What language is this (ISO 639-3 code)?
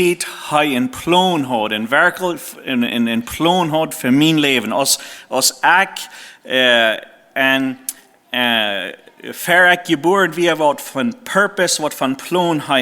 pdt